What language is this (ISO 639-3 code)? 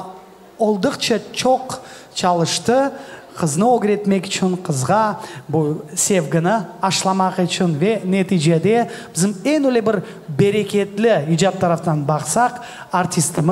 crh